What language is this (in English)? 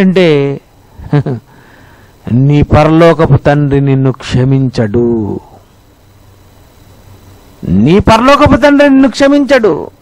Telugu